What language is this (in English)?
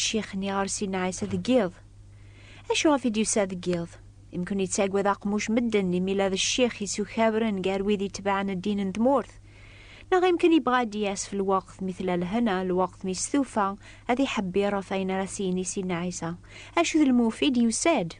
Kabyle